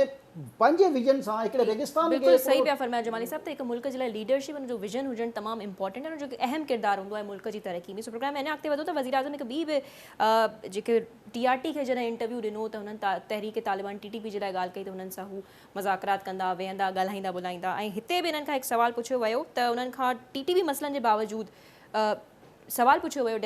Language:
Sindhi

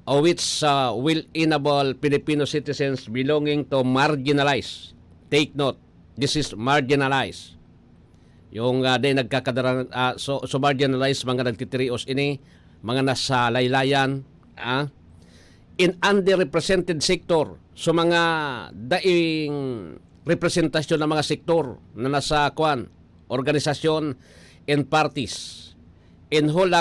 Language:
Bikol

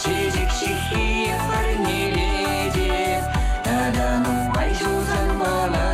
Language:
Chuvash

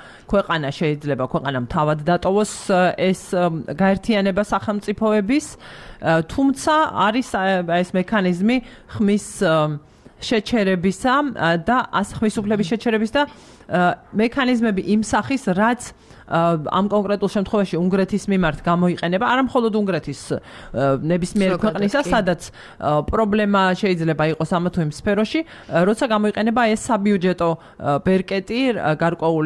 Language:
Georgian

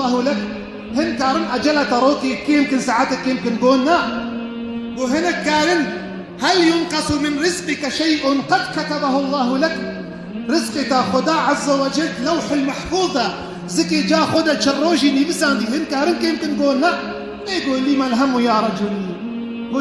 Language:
Kurdish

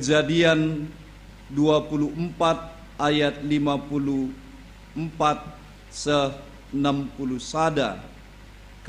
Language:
Batak Karo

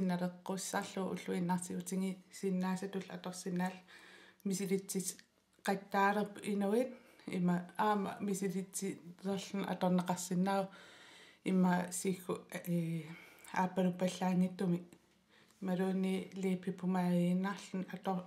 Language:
Kalaallisut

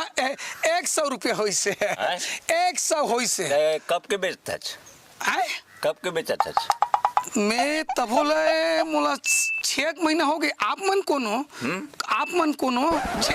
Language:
Chhattisgarhi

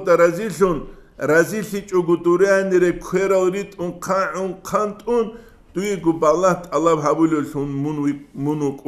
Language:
Avaric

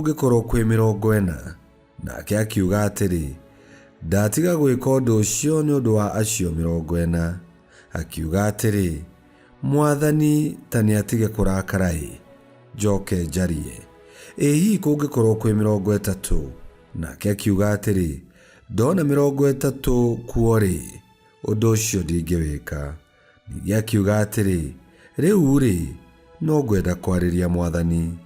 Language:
Kikuyu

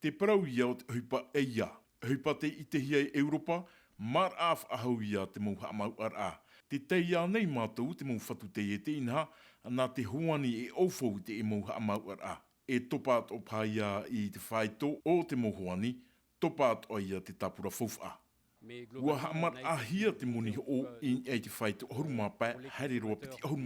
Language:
Tahitian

